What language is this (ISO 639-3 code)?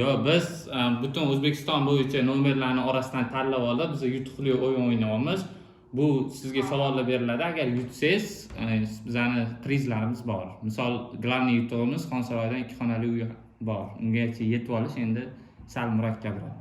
uzb